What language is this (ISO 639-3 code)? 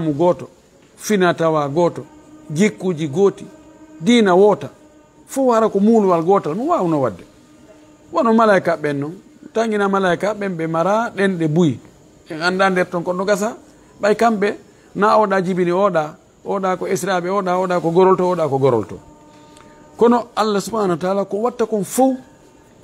ful